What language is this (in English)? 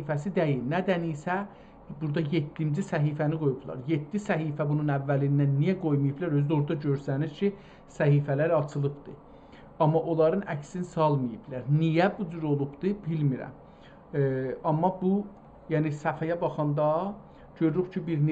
South Azerbaijani